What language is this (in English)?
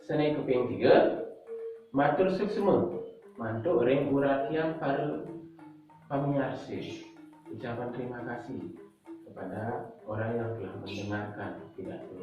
Balinese